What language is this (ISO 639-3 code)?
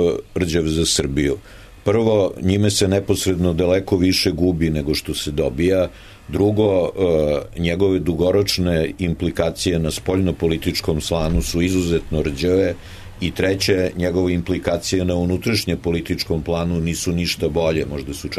srp